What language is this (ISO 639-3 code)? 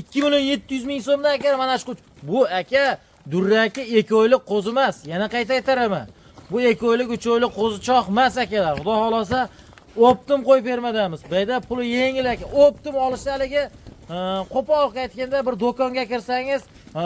uzb